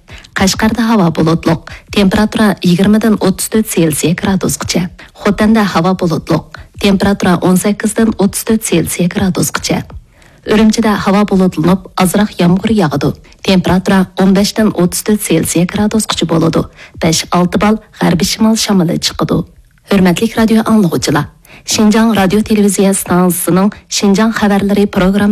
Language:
Uyghur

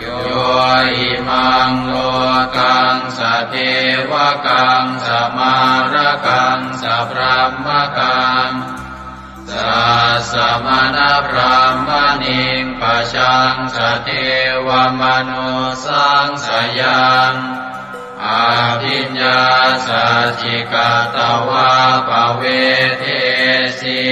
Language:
Pali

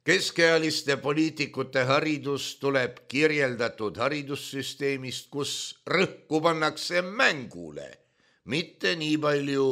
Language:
Estonian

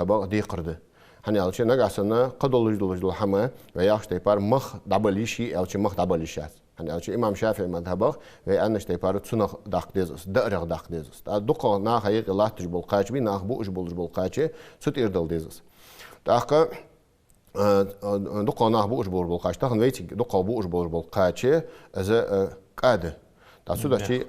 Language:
Ingush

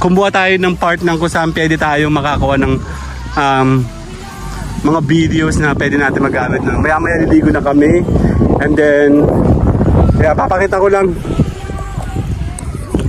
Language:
Filipino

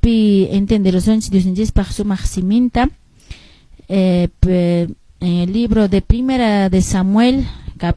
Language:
Quechua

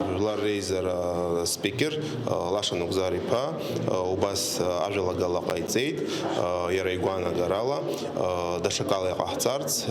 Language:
Abkhazian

